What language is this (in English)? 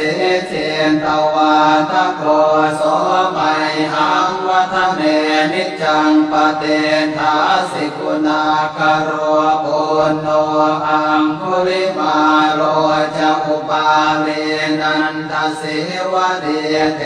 Pali